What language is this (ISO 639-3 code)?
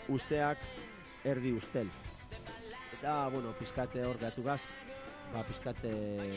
eus